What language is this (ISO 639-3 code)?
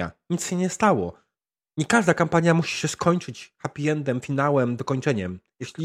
pol